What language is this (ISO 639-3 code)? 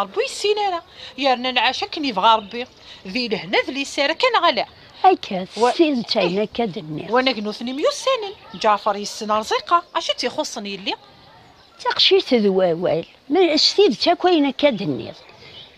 kab